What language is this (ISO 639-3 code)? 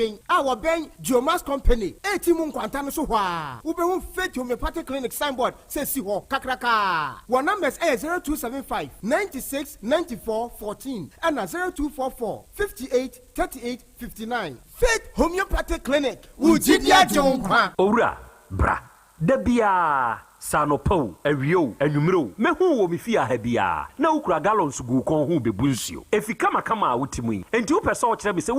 aka